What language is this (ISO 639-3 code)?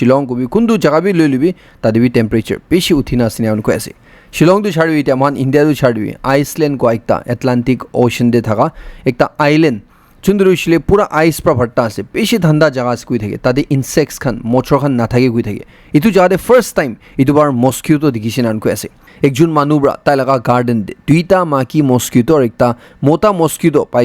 nag